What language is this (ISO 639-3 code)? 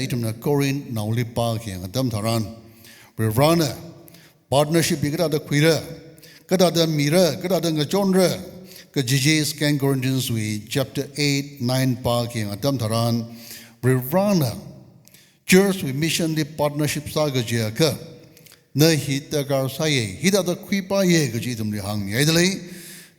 nmf